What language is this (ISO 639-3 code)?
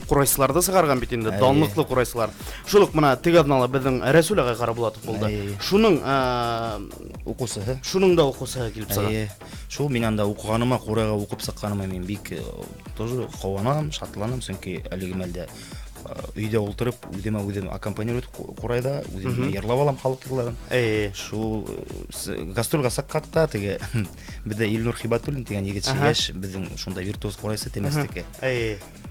bak